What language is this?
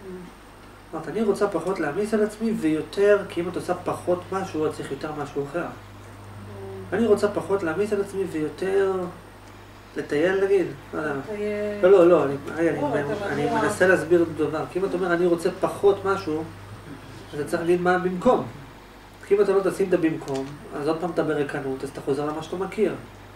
Hebrew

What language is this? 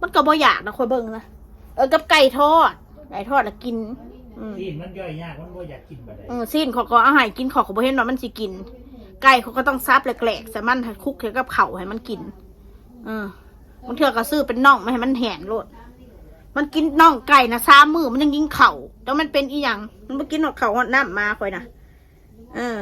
Northeastern Thai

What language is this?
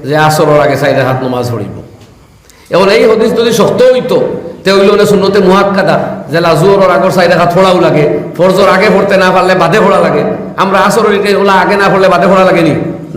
Sylheti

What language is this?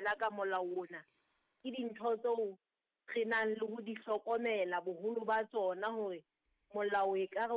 Southern Sotho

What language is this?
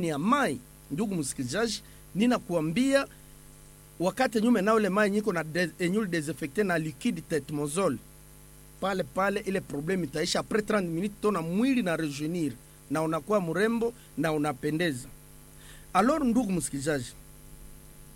Swahili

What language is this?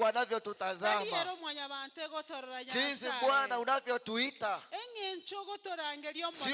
Gusii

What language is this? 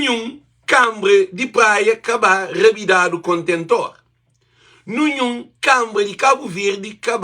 Kabuverdianu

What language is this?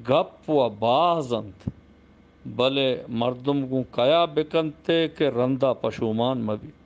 Eastern Balochi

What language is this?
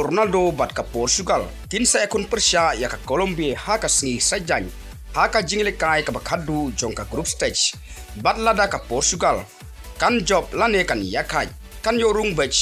Khasi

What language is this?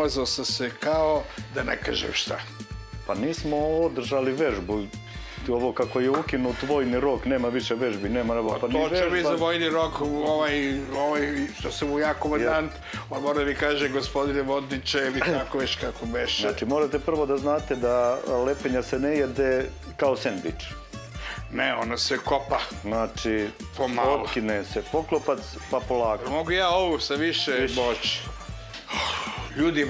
Serbian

